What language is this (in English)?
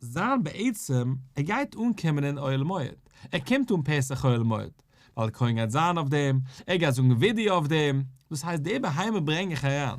Yiddish